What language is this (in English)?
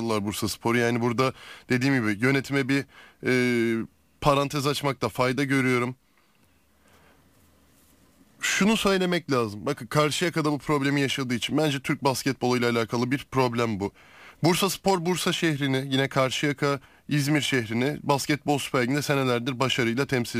Turkish